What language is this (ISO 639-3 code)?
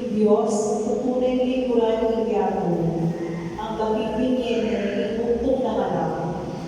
pam